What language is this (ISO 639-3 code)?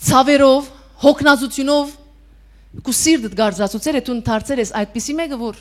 hyw